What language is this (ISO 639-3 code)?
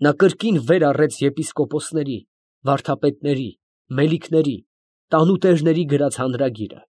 hye